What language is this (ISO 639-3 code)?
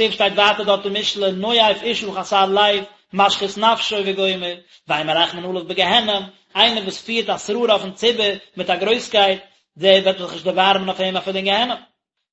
yid